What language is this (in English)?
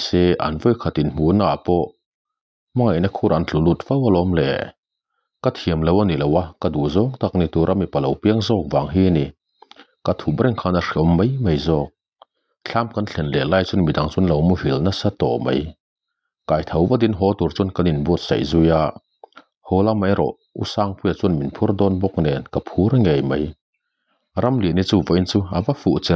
Mizo